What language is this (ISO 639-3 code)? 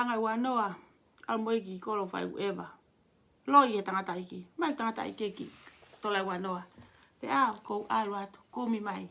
ton